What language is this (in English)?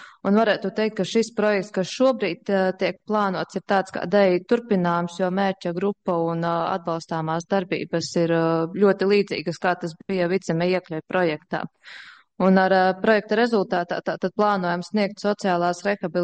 Latvian